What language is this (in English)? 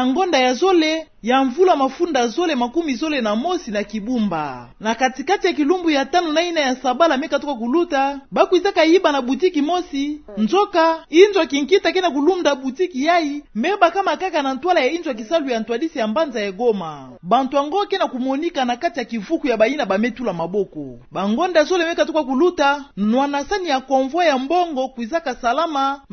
Kituba (Democratic Republic of Congo)